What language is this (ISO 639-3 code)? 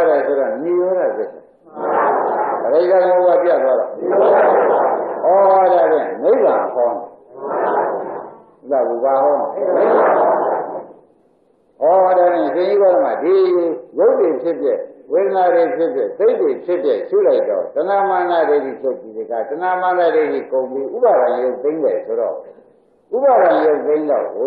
mya